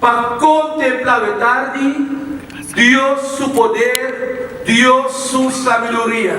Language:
Papiamento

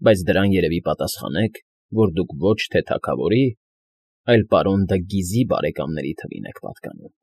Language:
Armenian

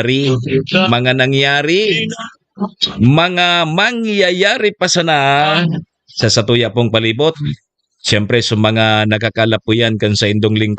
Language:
Bikol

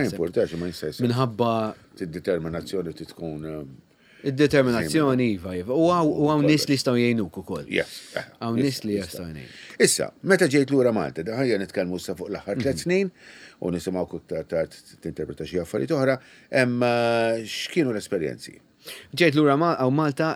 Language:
Maltese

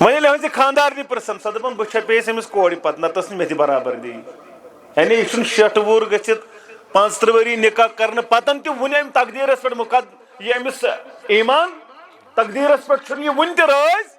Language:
Kashmiri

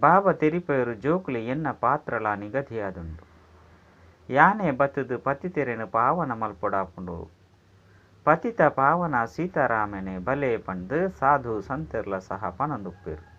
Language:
Tulu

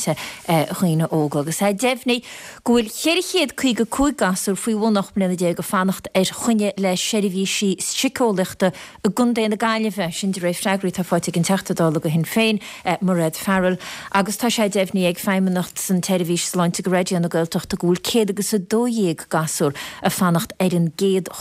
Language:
Irish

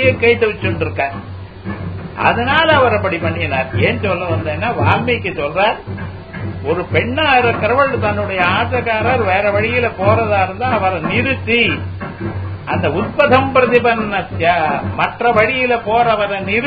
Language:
Tamil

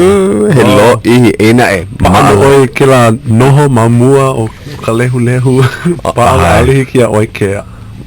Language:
Hawaiian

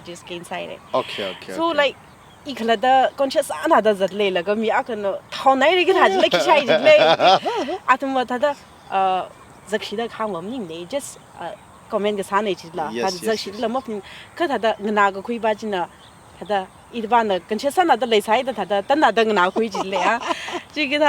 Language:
Tangkhul Naga (India)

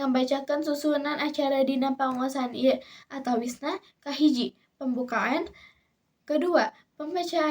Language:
Sundanese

